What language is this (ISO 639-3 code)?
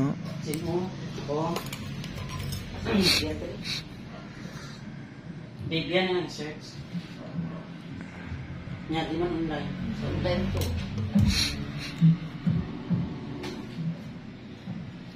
fil